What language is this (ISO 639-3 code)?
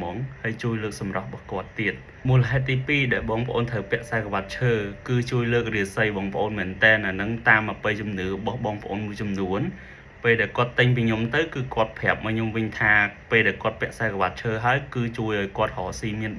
khm